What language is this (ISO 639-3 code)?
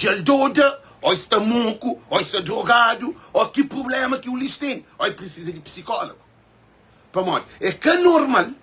kea